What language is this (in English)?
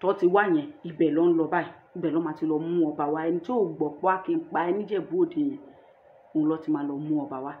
Yoruba